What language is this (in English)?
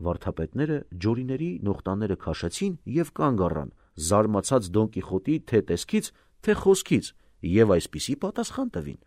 Armenian